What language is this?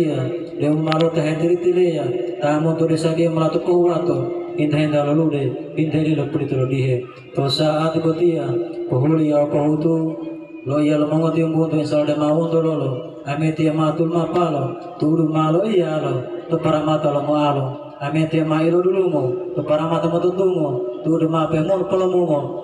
Gorontalo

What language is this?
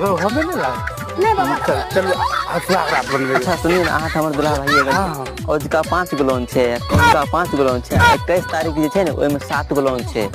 Maithili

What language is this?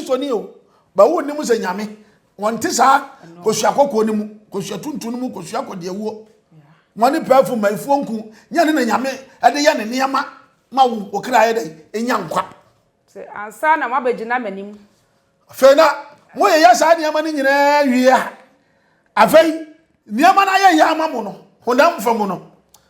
Akan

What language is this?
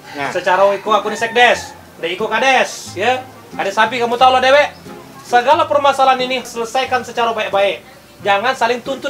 Musi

